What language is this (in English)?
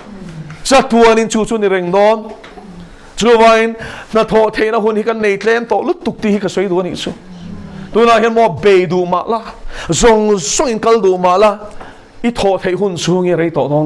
Mizo